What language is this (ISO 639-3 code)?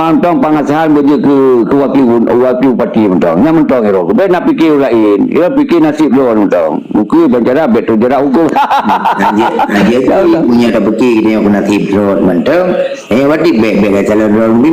ace